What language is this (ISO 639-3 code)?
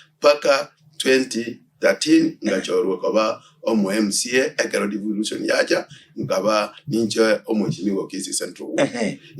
guz